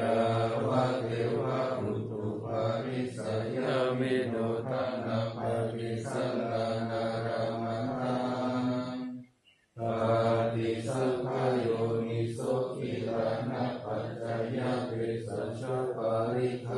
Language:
Pali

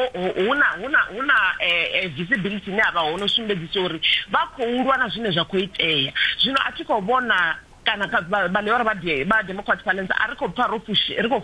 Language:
Venda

